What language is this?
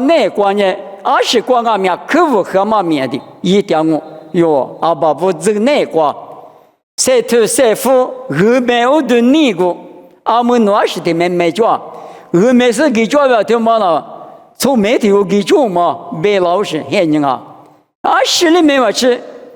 Lisu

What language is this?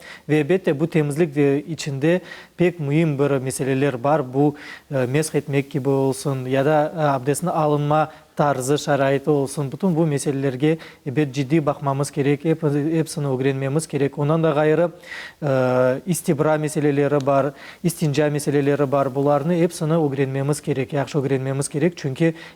Crimean Tatar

